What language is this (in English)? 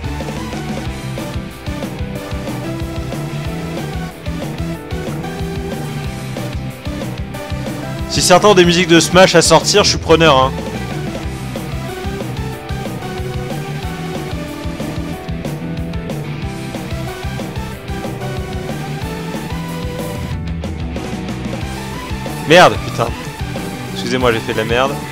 French